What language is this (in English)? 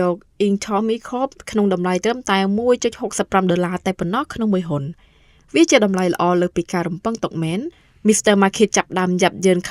Khmer